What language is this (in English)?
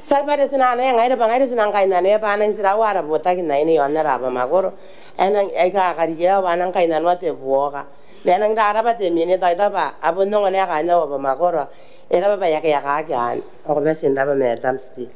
Gilbertese